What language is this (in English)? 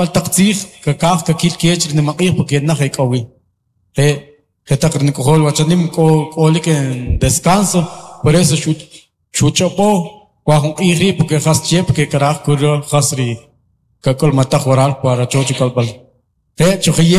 Kʼicheʼ